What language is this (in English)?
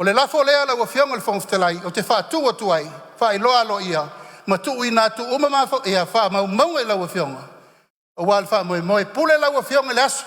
Samoan